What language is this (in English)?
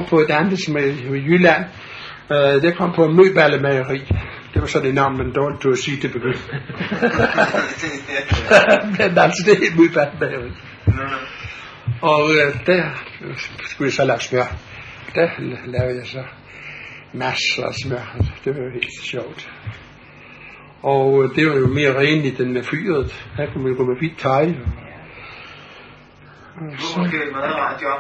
Danish